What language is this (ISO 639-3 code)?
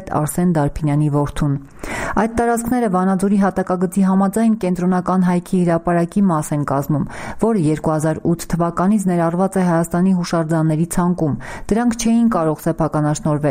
hye